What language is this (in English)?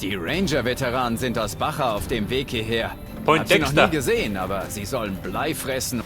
Bavarian